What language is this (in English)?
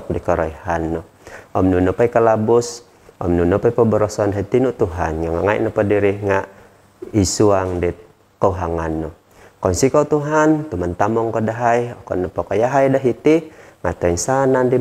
Central Dusun